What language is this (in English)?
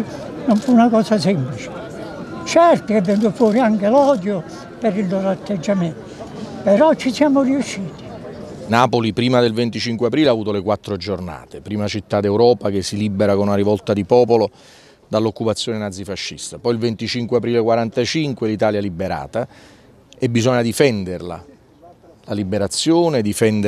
Italian